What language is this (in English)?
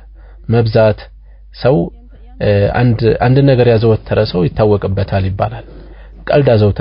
Amharic